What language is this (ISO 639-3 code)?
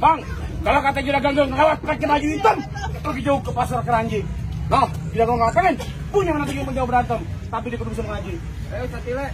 bew